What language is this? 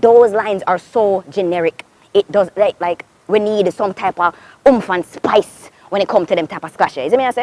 Jamaican Creole English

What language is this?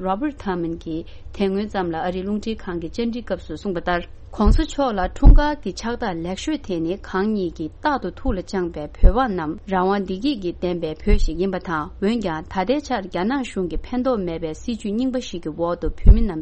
Tibetan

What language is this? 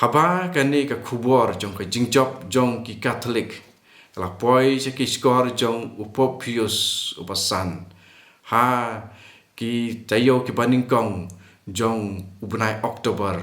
Khasi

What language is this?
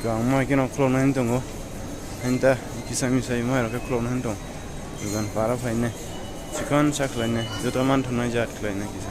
Kok Borok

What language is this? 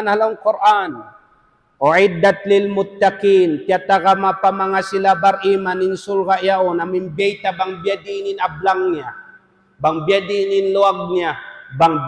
Tausug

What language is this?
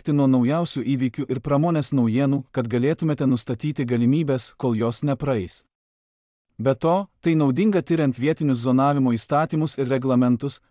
Lithuanian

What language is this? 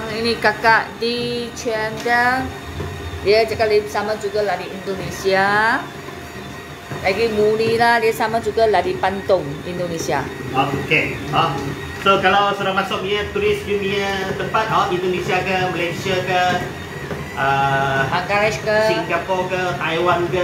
Malay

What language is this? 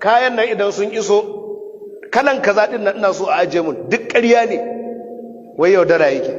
Hausa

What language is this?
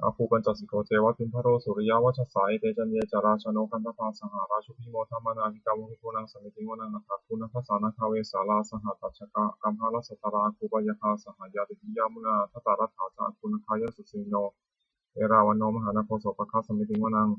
Pali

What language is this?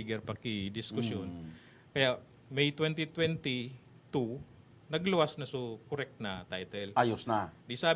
Bikol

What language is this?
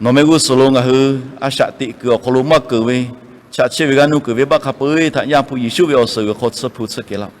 Lahu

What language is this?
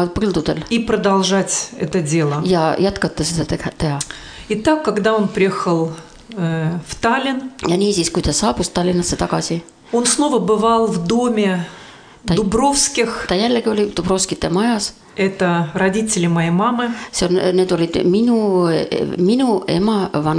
Estonian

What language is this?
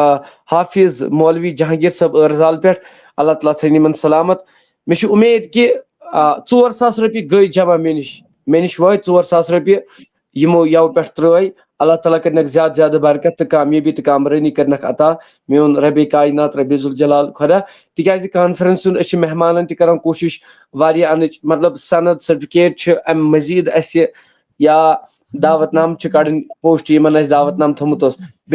Kashmiri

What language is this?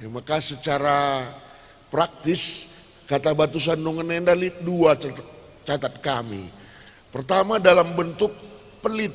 Batak Karo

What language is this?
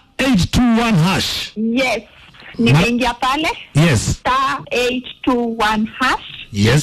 Swahili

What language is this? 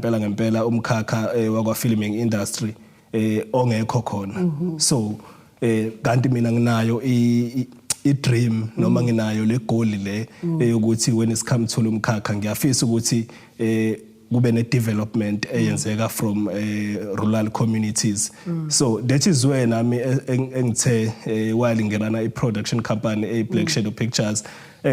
Zulu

